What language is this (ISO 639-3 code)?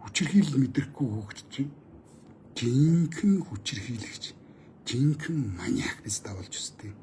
mon